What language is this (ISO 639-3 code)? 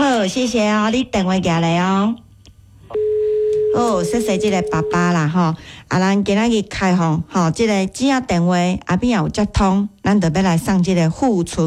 nan